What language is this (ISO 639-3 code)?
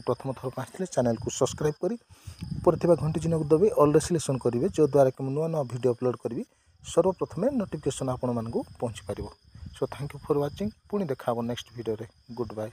ori